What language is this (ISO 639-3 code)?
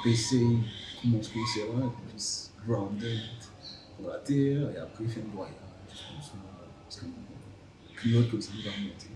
mfe